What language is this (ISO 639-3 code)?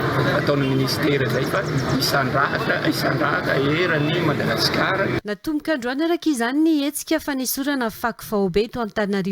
mlg